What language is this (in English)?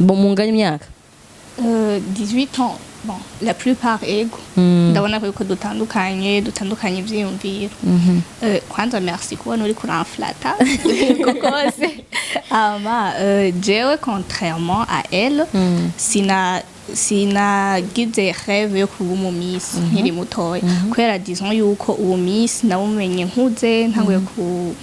Rundi